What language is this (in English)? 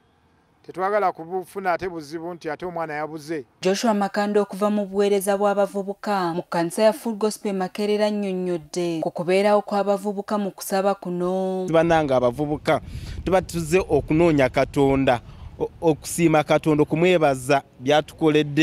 Ganda